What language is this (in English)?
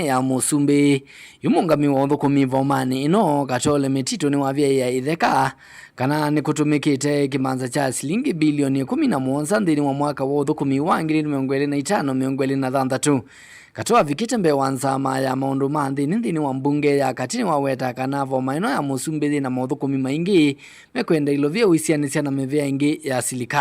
Kamba